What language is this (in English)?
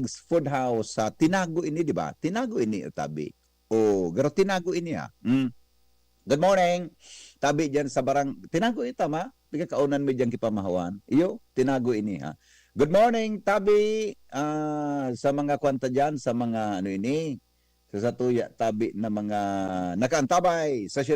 Bikol